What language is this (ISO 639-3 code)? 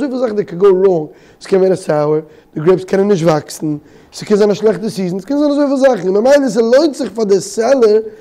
yid